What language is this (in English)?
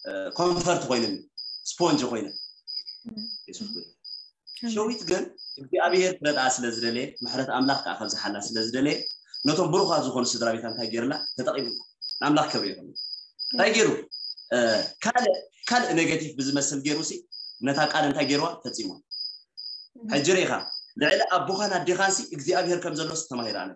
Tigrinya